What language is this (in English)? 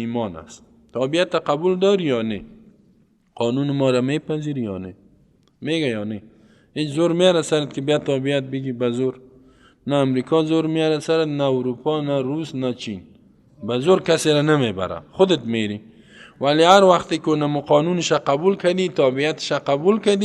Persian